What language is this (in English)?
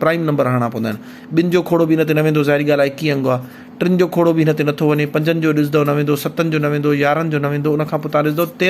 Sindhi